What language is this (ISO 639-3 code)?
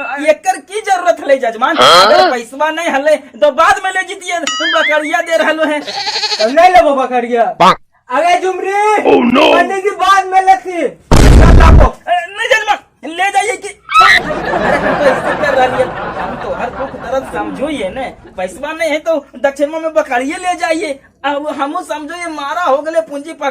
mag